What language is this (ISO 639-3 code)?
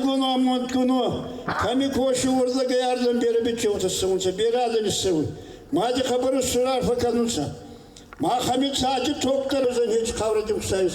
oss